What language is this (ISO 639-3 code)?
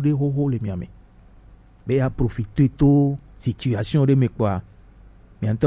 gej